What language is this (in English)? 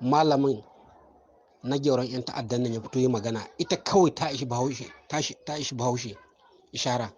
Hausa